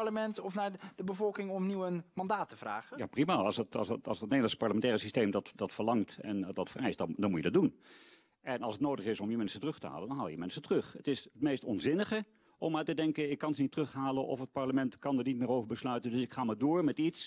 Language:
Dutch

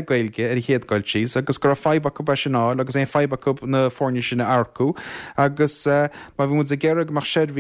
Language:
Irish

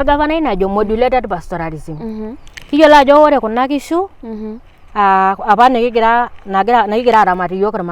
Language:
Masai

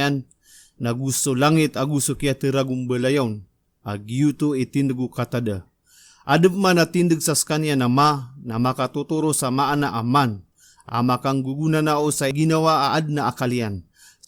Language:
Maranao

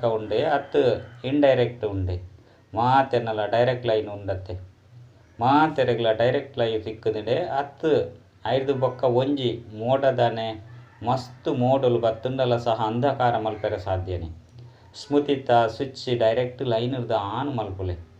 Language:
Tulu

